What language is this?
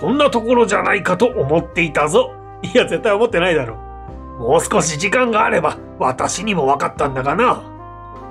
Japanese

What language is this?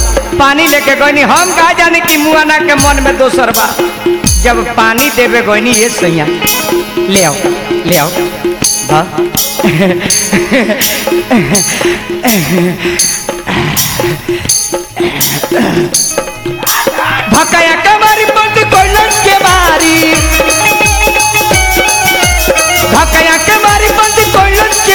Bhojpuri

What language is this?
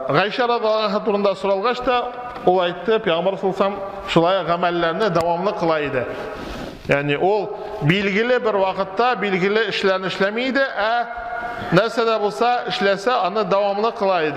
Tatar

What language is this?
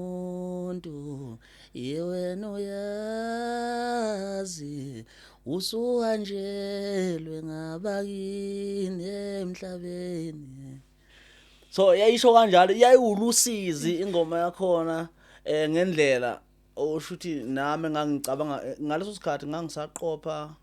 Zulu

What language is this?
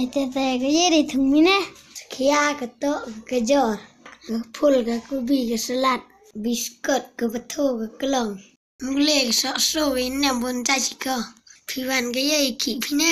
Khasi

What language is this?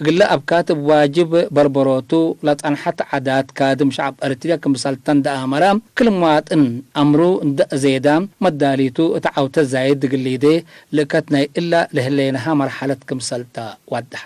Tigre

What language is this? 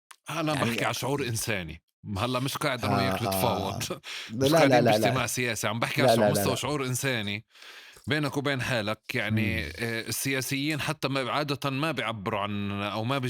North Levantine Arabic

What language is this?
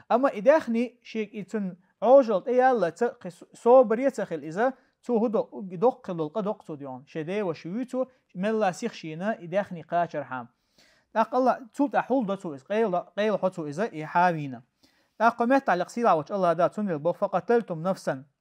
Chechen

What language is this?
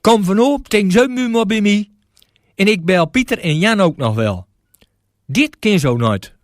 Gronings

